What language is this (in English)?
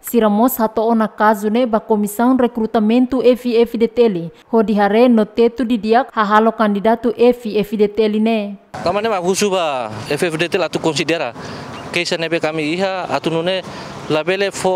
Tetum